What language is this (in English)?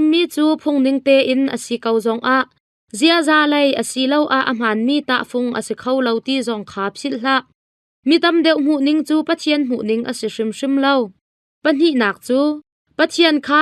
Hakha Chin